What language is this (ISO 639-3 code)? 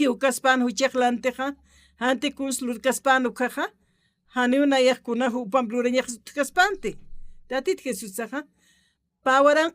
aym